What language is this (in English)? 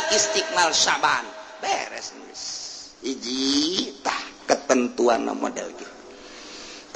Sundanese